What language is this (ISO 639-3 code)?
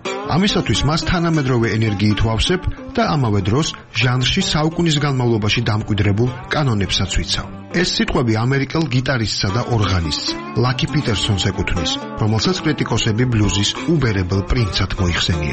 kat